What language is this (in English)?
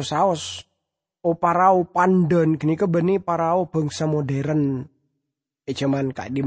Madurese